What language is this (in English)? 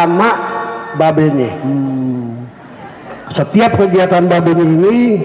Betawi